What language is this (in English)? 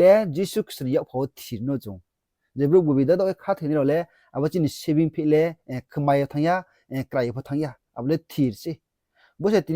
Riang (India)